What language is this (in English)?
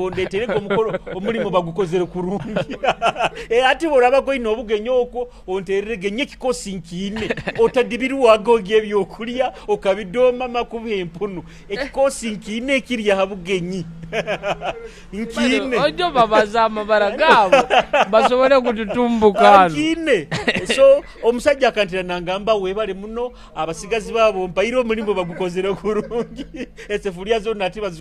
Nyoro